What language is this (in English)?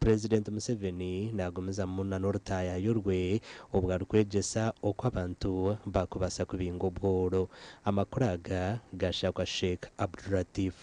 Nyankole